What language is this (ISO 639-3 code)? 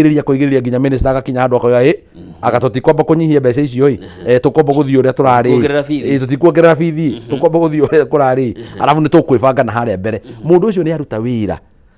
kik